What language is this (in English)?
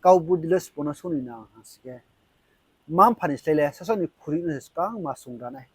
Riang (India)